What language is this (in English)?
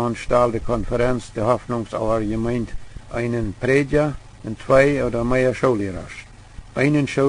Plautdietsch